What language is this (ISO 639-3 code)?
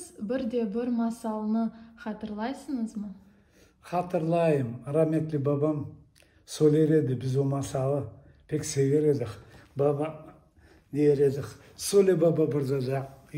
crh